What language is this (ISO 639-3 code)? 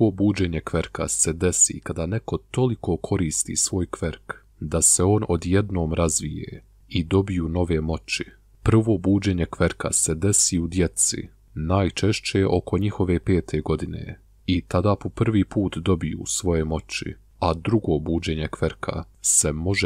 bos